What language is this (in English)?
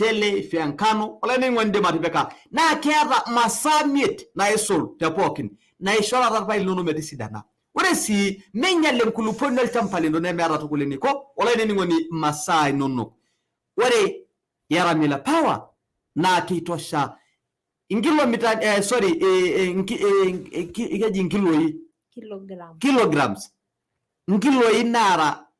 Masai